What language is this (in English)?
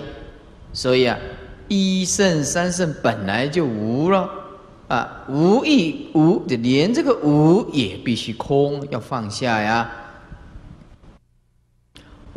Chinese